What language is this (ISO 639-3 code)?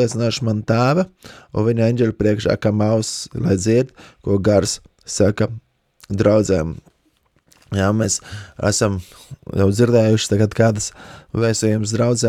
lav